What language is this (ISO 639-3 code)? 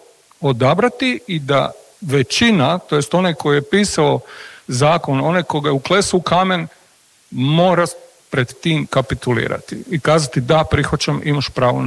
hrv